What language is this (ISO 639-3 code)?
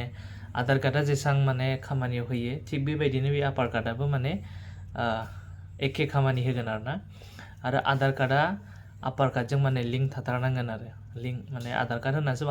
brx